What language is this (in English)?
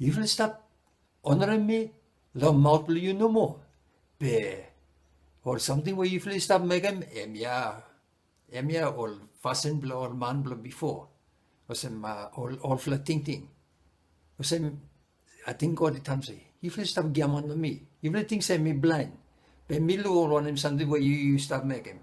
Bislama